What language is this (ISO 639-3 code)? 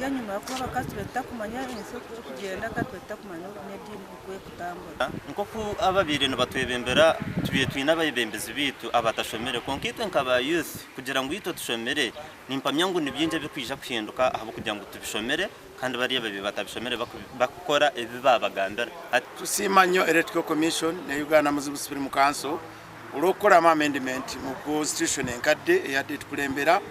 nyn